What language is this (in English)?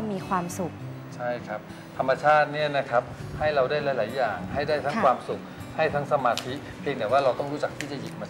Thai